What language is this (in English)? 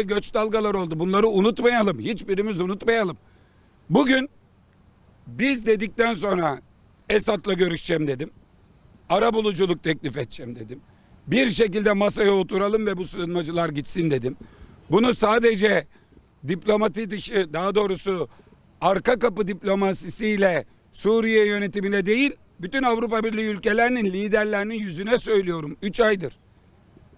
Turkish